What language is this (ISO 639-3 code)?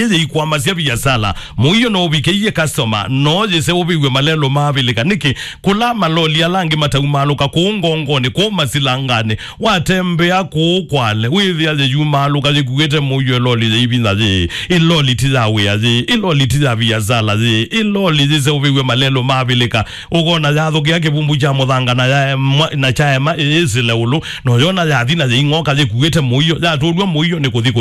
kam